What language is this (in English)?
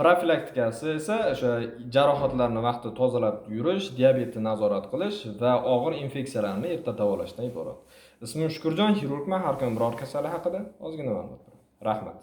Uzbek